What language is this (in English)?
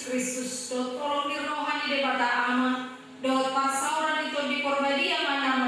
Batak Toba